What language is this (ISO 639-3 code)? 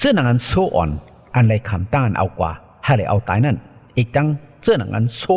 shn